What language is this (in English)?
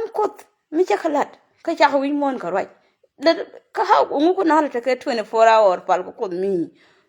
Nuer